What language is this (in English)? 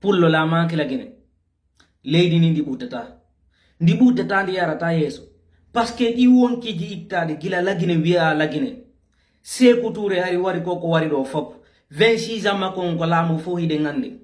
Fula